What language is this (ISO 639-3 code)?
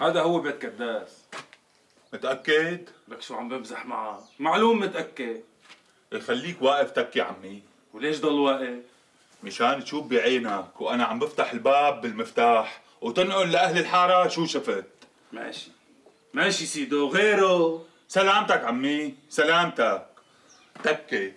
apc